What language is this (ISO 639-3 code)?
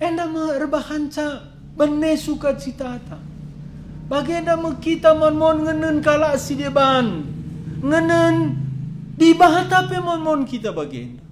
btx